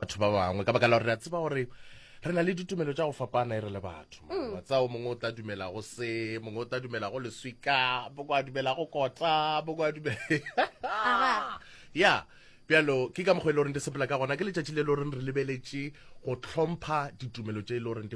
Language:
Northern Sotho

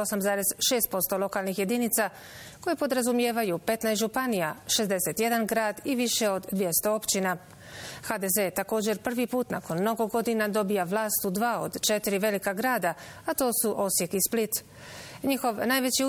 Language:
Bosnian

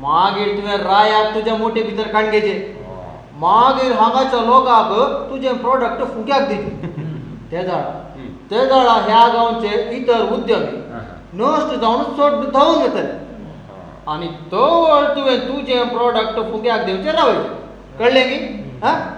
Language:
Konkani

